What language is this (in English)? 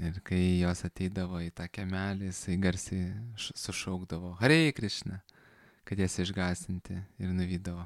Lithuanian